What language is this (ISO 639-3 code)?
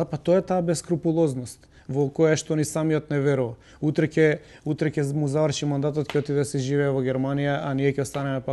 mkd